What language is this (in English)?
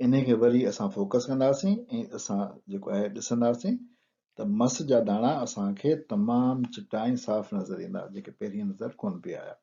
Sindhi